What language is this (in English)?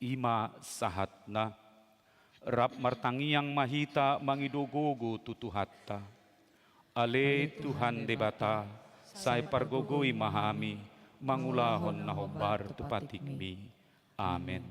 Batak Toba